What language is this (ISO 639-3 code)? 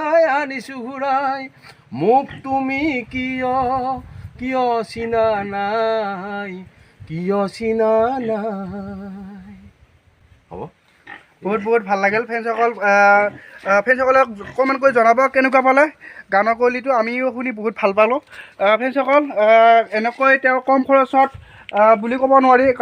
asm